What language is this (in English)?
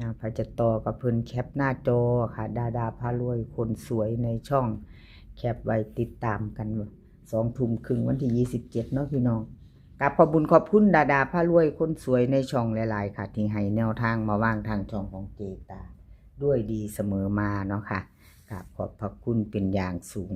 Northeastern Thai